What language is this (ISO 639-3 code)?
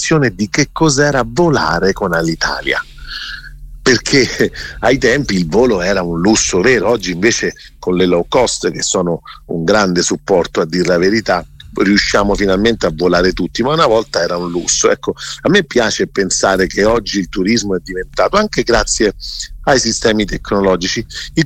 ita